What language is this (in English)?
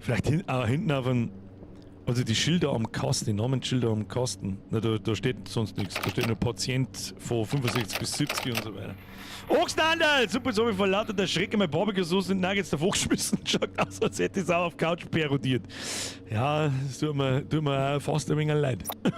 Bavarian